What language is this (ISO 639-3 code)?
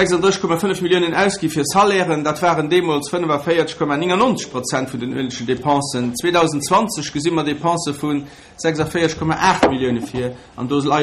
ltz